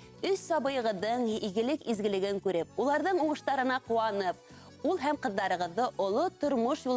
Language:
Bashkir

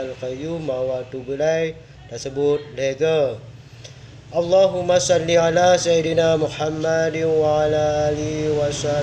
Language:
Achinese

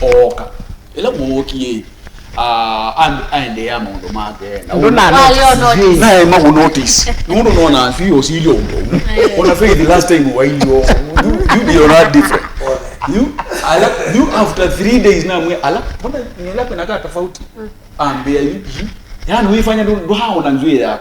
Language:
Kamba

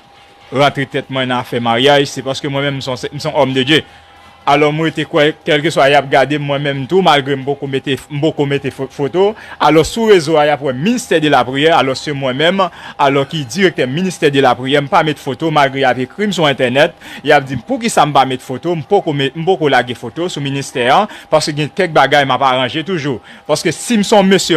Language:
Haitian Creole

